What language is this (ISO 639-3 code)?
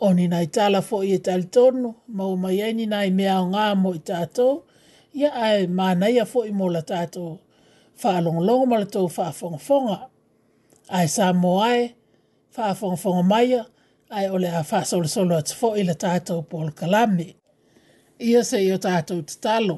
smo